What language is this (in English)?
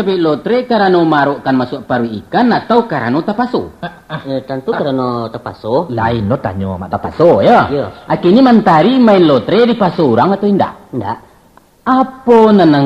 Minangkabau